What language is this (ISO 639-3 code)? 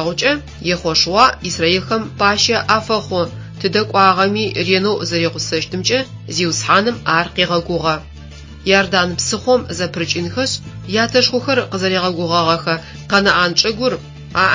ady